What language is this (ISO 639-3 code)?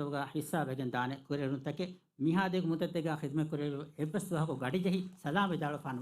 div